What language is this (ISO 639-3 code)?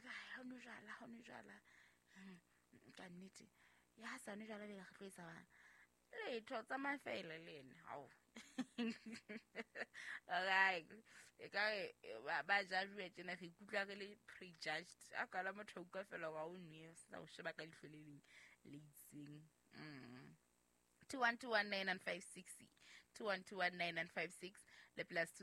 sot